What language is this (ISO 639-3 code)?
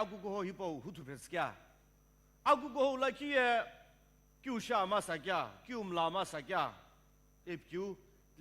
nsm